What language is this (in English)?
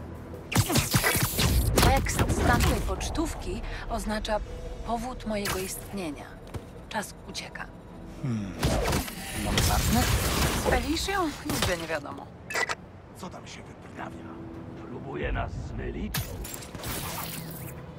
Polish